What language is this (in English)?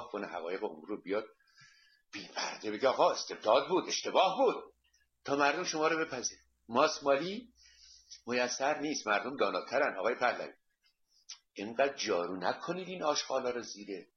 Persian